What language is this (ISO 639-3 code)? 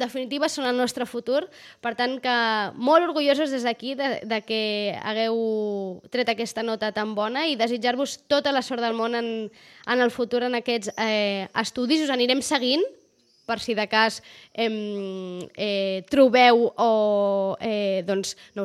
cat